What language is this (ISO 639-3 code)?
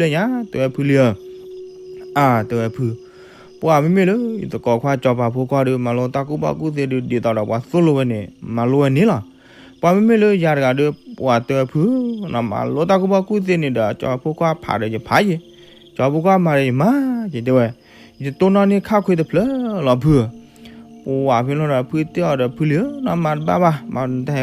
ksw